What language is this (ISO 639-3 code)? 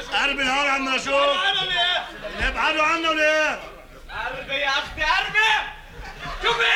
apc